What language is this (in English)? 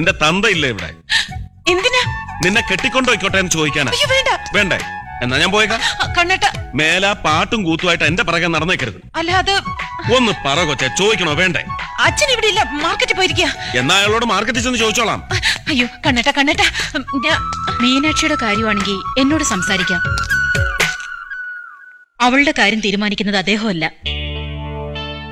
Malayalam